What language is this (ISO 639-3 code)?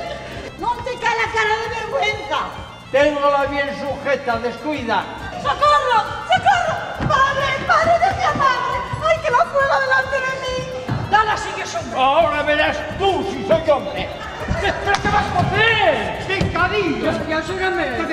ast